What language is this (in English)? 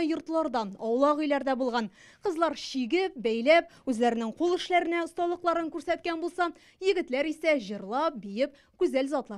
Tatar